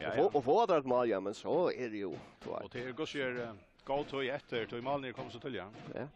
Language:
Faroese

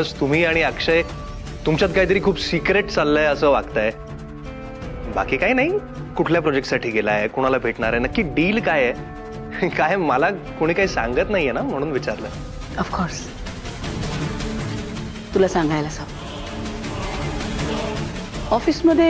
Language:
Marathi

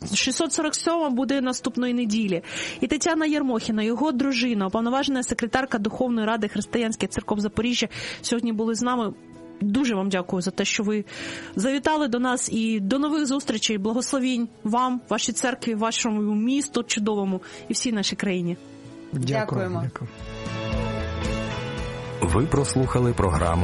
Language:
Ukrainian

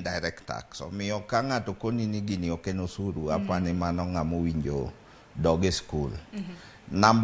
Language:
Luo (Kenya and Tanzania)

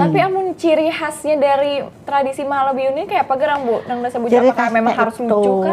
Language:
Banjar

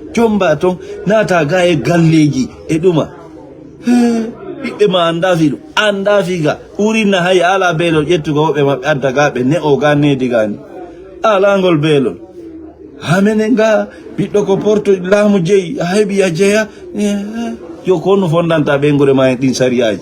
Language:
Fula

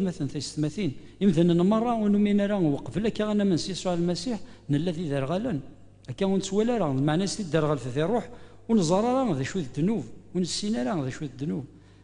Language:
Kabyle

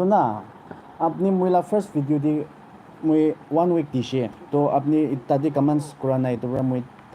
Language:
Naga Pidgin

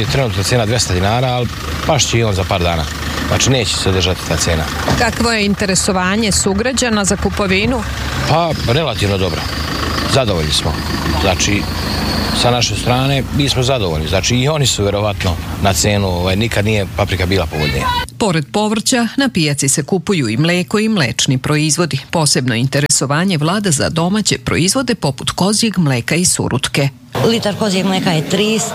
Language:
Serbian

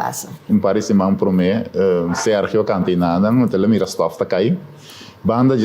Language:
Papiamento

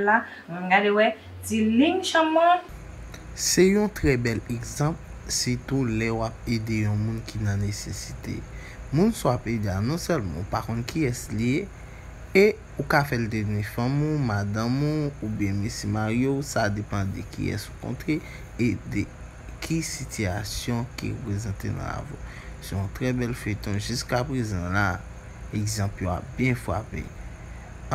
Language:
Haitian Creole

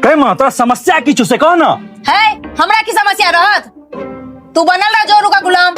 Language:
Maithili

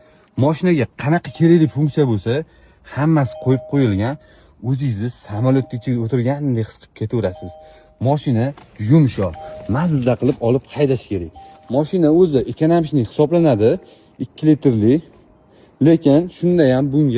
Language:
Uzbek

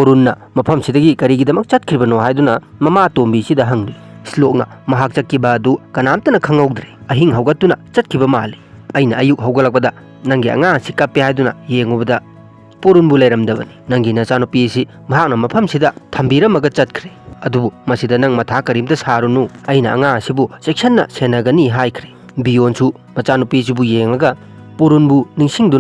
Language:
Manipuri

